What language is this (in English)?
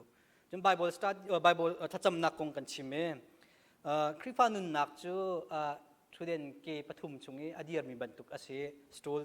Hakha Chin